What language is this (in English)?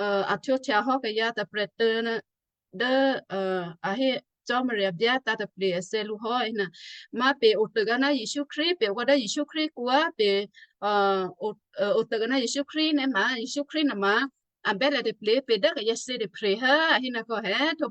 Western Kayah